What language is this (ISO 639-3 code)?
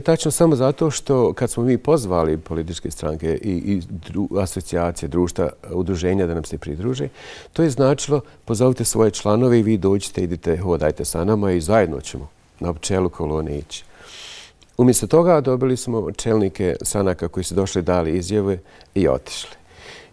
bos